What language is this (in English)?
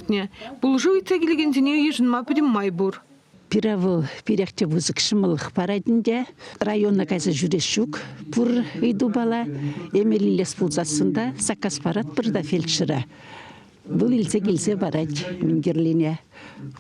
Chuvash